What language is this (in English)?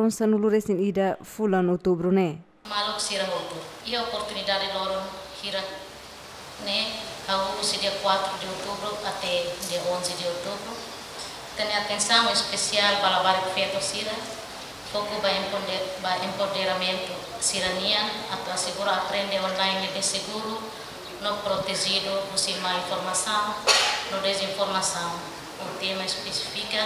Tetum